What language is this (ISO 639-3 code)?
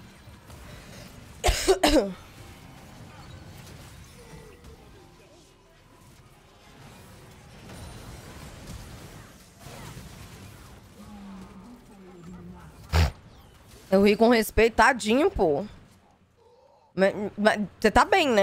por